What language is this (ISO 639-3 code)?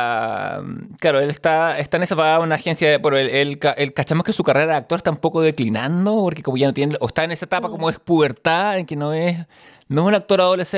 spa